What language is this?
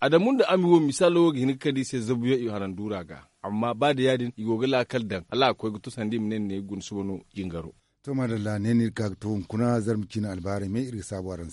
Zarma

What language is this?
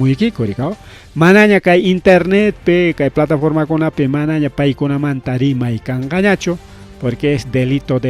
Ayacucho Quechua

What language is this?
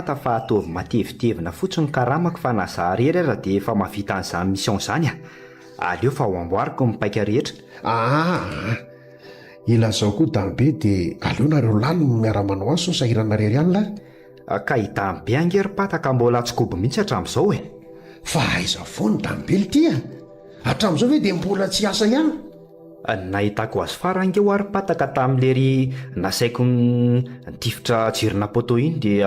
Malagasy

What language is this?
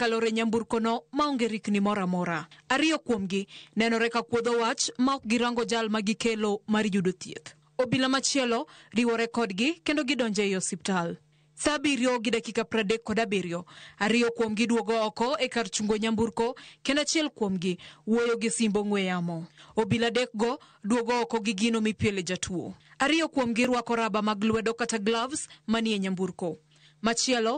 Luo (Kenya and Tanzania)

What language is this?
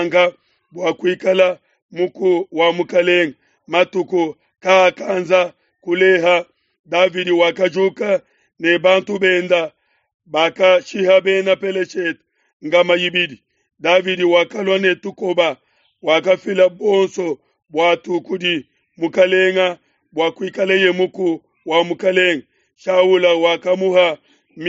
Luba-Lulua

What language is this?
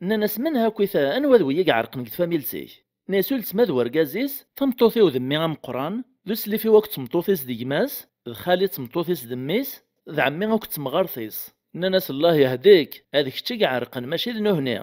Kabyle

